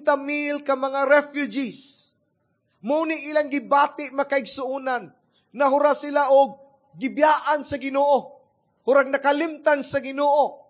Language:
Cebuano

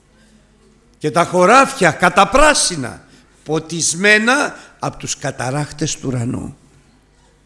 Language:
Greek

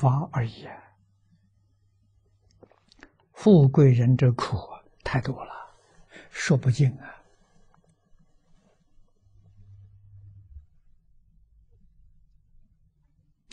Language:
Chinese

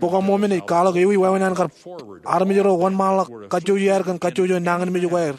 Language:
Marshallese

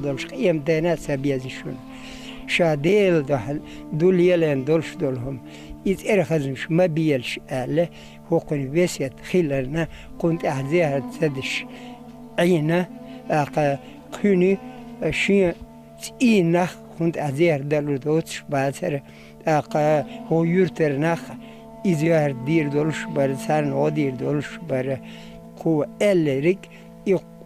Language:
Chechen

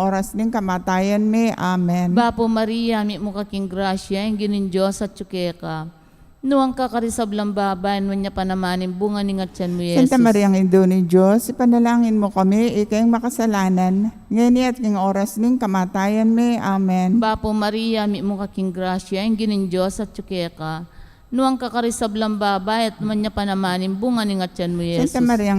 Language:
Pampanga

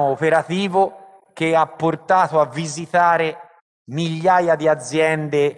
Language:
Italian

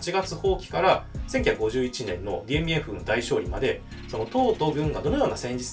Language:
Japanese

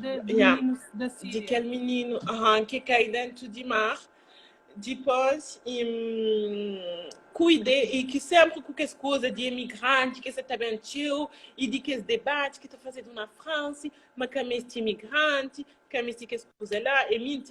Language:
Kabuverdianu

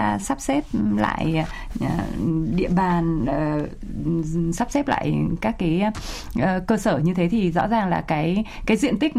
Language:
Vietnamese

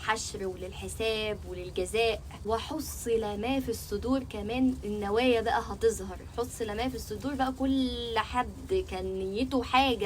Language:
Egyptian Arabic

